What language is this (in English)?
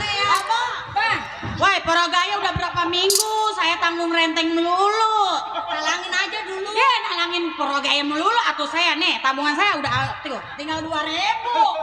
Betawi